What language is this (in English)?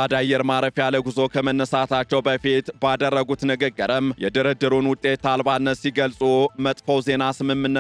Amharic